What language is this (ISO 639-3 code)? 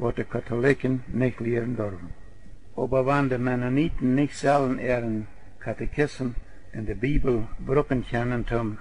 pdt